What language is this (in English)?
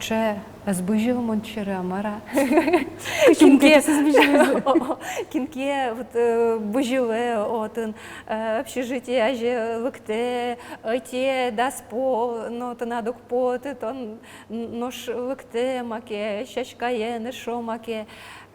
Udmurt